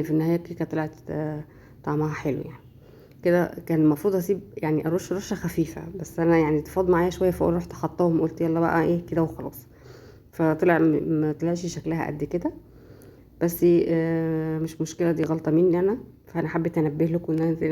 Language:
Egyptian Arabic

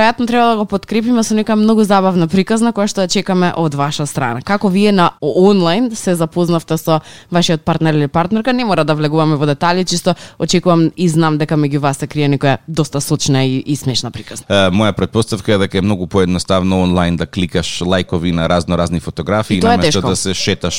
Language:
Macedonian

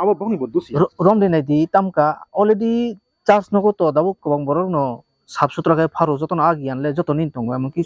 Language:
Kok Borok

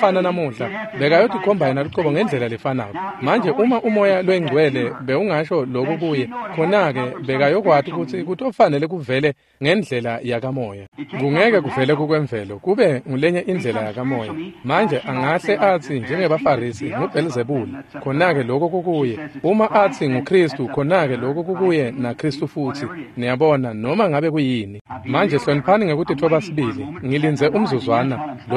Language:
Swati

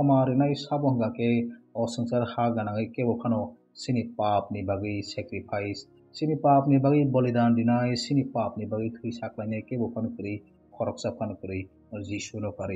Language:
Kok Borok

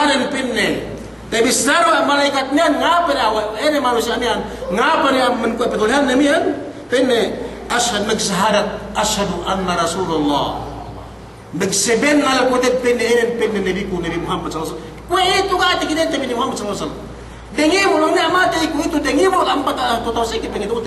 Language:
Yakan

